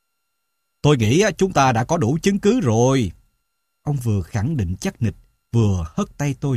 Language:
Vietnamese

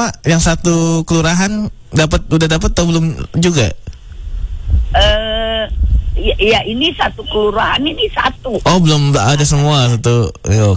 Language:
Indonesian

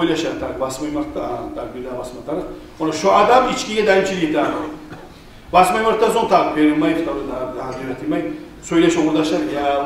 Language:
Kumyk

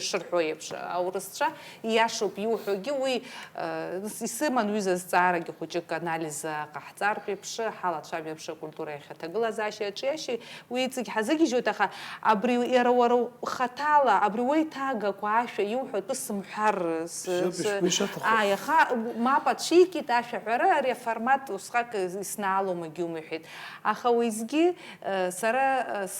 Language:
Abkhazian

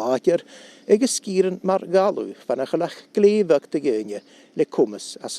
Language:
Scottish Gaelic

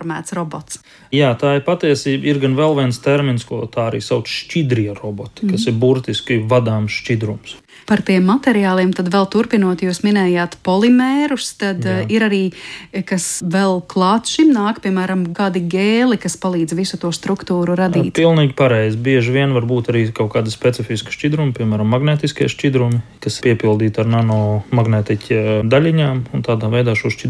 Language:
Latvian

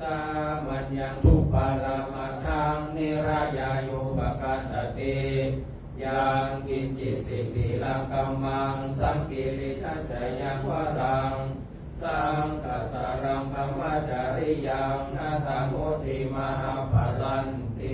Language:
Pali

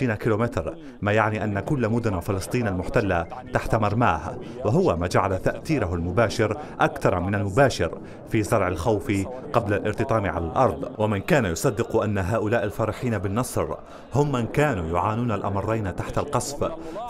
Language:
Arabic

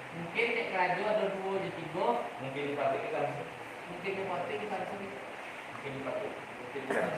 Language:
Minangkabau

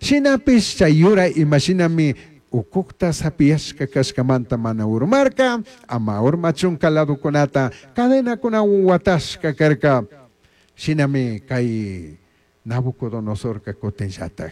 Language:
Chimborazo Highland Quichua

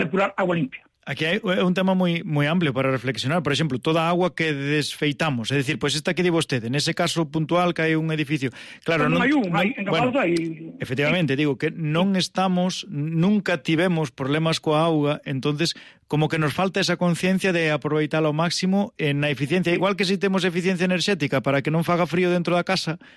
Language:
Galician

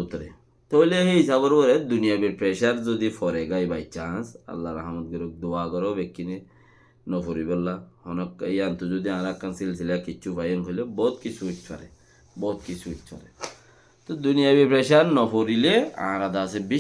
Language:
Rohingya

